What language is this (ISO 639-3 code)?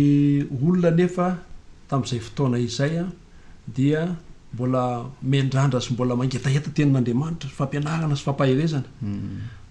mlg